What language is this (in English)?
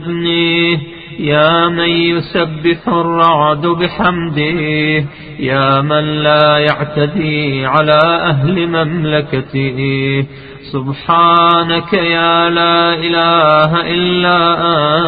Arabic